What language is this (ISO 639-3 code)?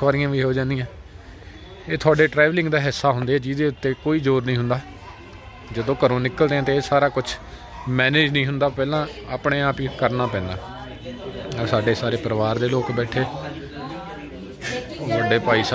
pan